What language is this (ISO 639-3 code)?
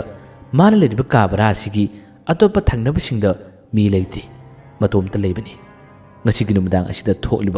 mni